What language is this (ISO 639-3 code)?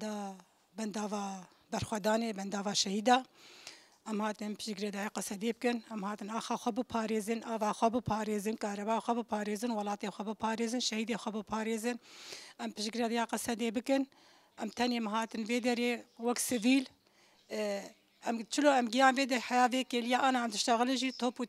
kur